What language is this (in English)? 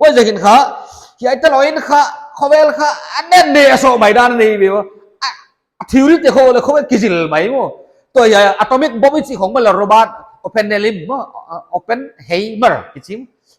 Paite Chin